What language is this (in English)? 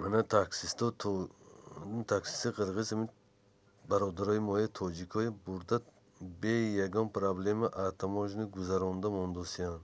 Tajik